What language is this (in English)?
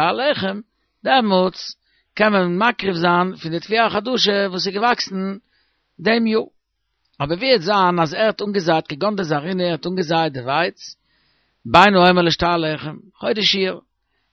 Yiddish